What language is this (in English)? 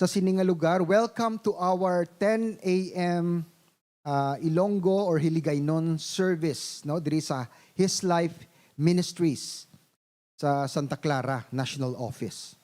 Hiligaynon